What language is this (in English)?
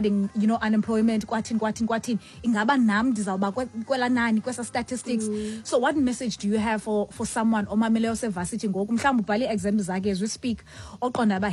Xhosa